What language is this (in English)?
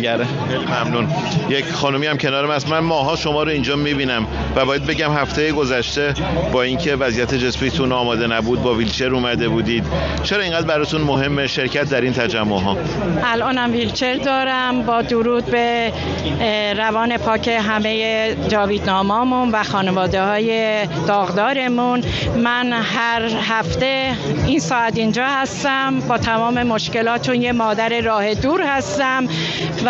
Persian